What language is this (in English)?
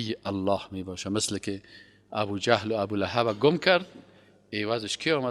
Persian